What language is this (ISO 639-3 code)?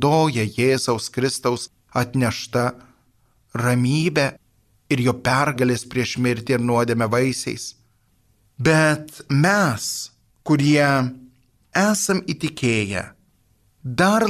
lit